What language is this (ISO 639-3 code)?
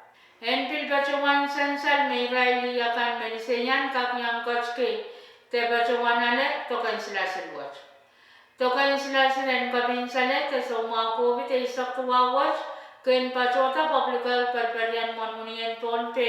pon